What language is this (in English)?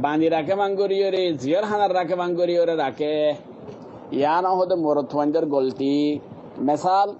Rohingya